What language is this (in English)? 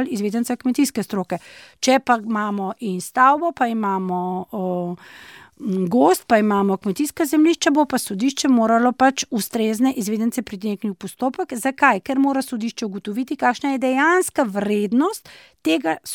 Slovenian